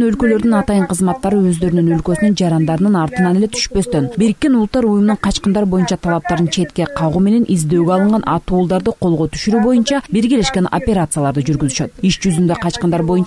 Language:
Kyrgyz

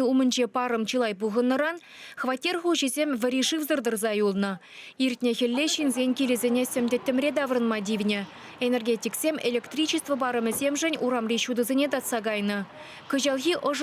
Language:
Chuvash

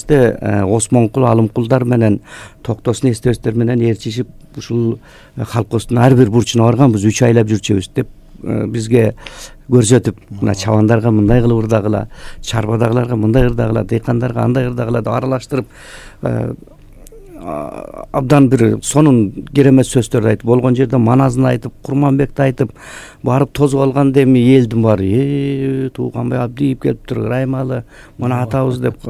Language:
Kyrgyz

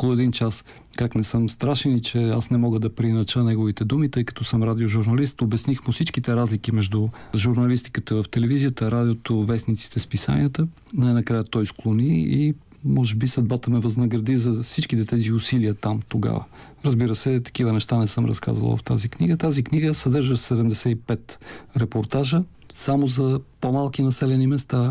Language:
Bulgarian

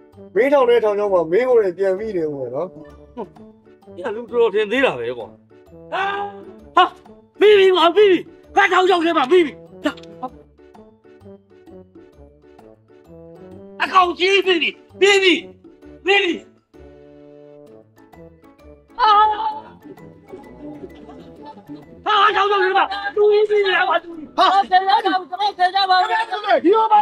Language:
Burmese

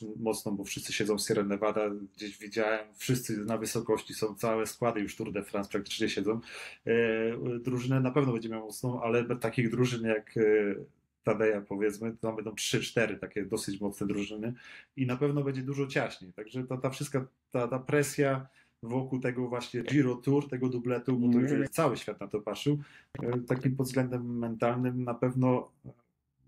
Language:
Polish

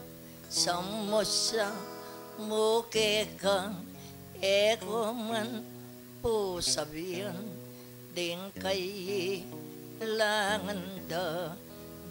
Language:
Pampanga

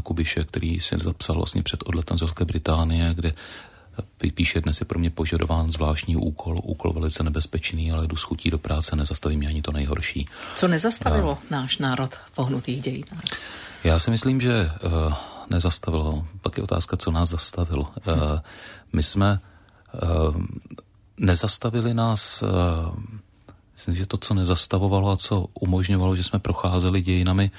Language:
Czech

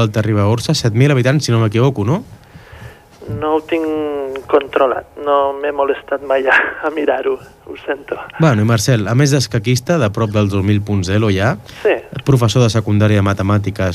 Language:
Catalan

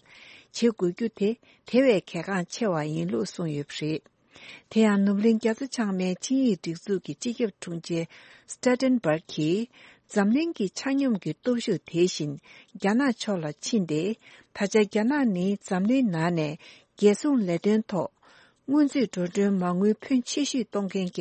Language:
Tibetan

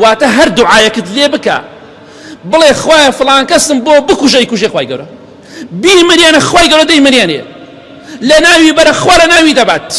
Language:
Central Kurdish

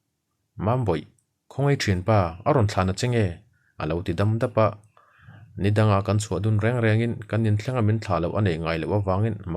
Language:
Mizo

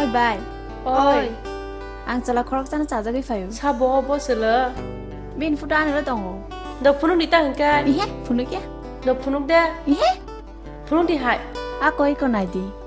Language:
Kok Borok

